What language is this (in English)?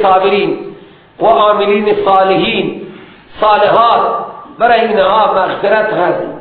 Persian